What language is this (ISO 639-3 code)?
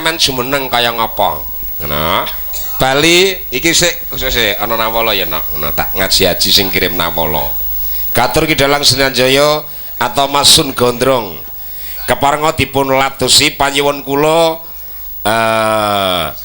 jav